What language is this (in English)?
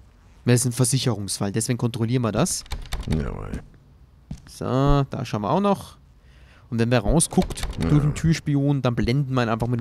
German